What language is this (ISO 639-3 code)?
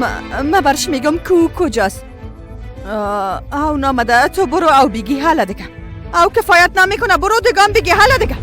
fas